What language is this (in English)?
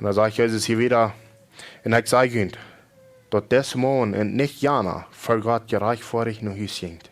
Plautdietsch